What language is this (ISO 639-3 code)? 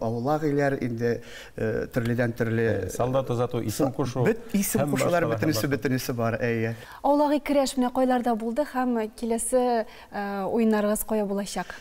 tat